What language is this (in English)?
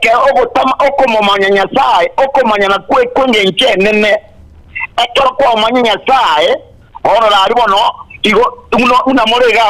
Gusii